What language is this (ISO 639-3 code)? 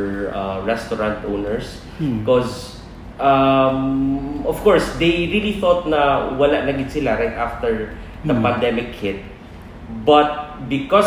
hil